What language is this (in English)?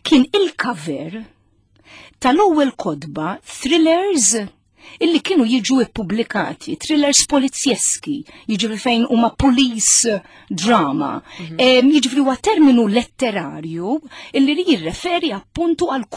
Maltese